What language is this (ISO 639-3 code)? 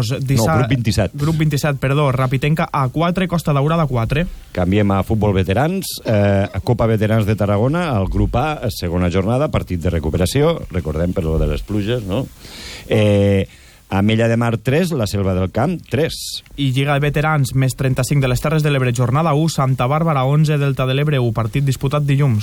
cat